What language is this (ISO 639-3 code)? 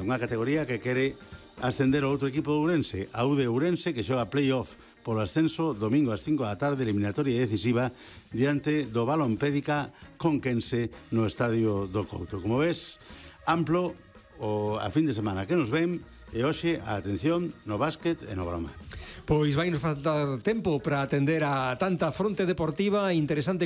glg